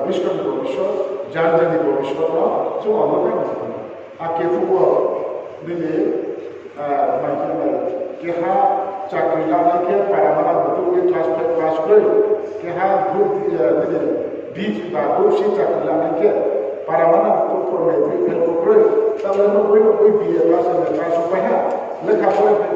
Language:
Riang (India)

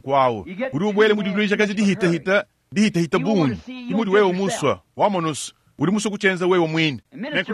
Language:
Luba-Lulua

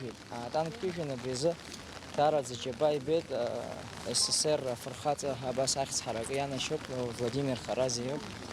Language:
Abkhazian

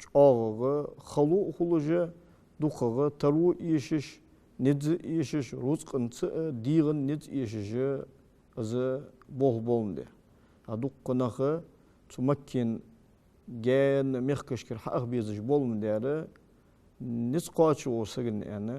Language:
Ingush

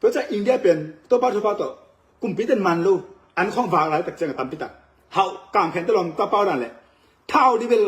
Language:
Tedim Chin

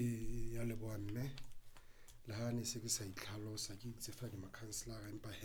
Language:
Southern Sotho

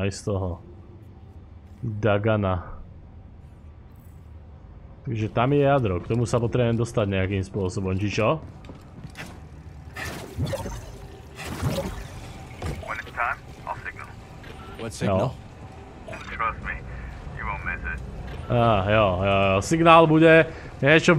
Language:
Slovak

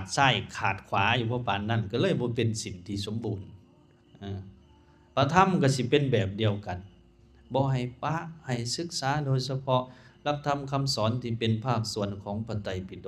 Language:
Lao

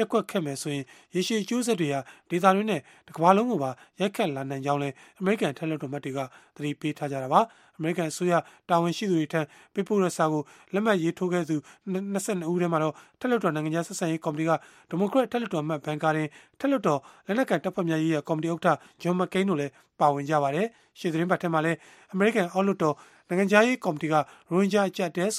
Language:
Burmese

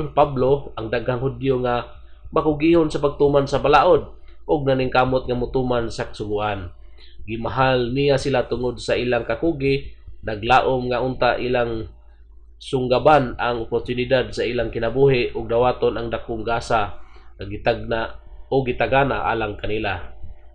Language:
Cebuano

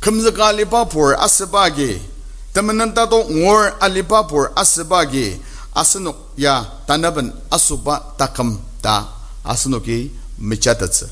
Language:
Ao Naga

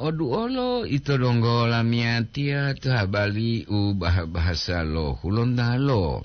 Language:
Gorontalo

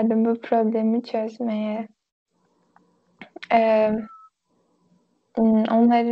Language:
Turkish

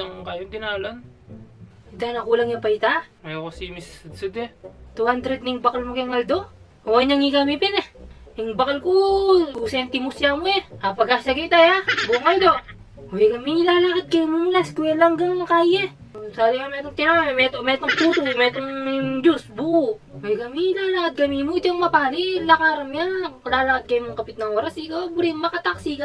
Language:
Pampanga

